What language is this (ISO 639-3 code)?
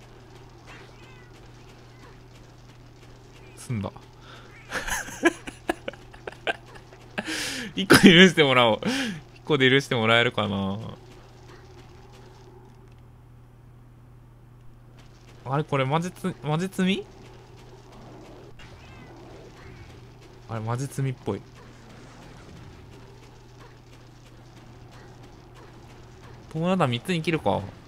jpn